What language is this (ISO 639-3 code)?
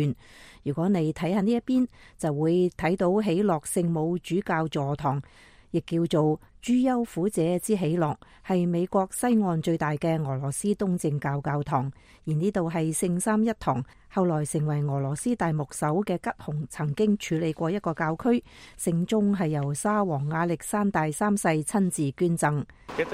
yue